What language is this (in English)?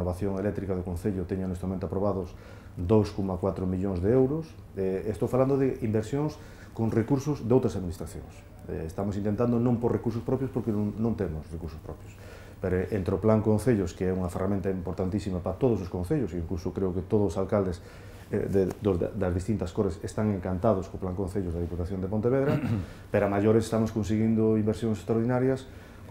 Galician